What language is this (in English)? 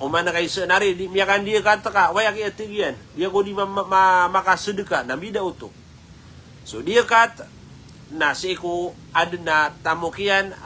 Maranao